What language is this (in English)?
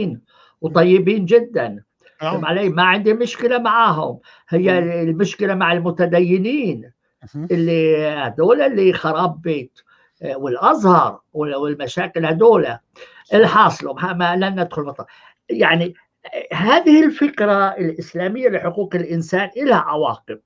North Levantine Arabic